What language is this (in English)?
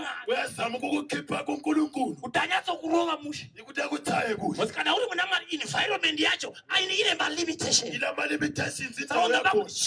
Shona